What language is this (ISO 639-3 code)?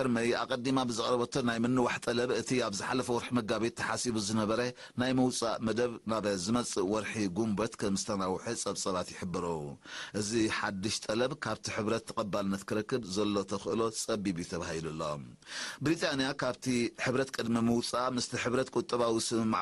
tir